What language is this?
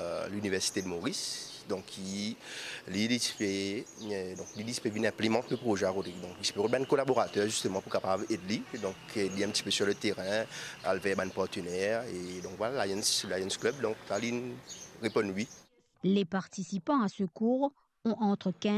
Morisyen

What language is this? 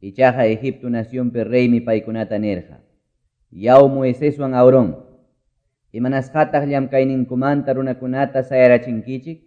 Quechua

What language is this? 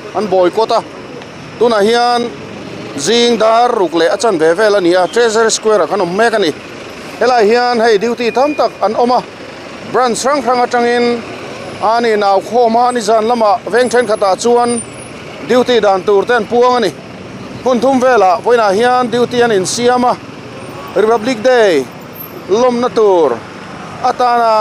Mizo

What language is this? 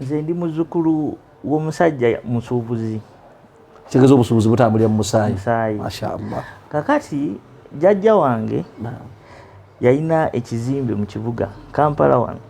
Ganda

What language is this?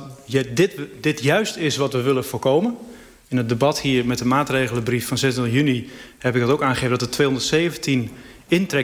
Dutch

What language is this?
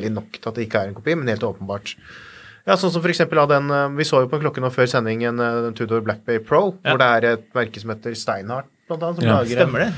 Norwegian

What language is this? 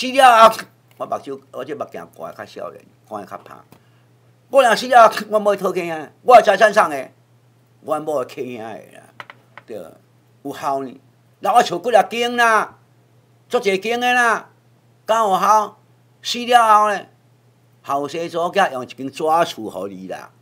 Min Nan Chinese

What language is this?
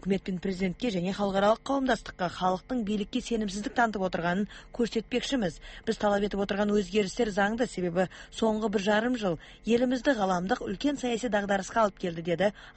Kazakh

